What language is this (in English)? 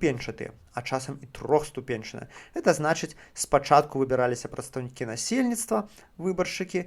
Belarusian